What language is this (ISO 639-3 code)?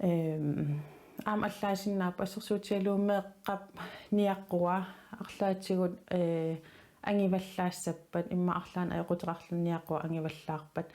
kal